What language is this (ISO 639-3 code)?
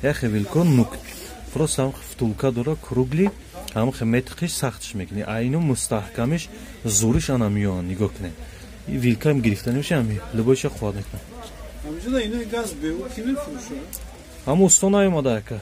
tgk